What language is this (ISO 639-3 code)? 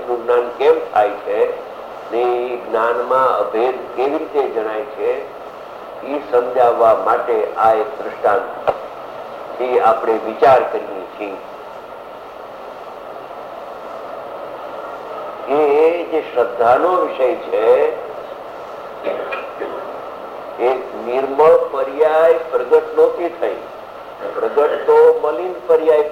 guj